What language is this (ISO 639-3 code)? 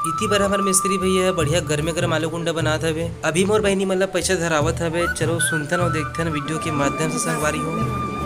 hne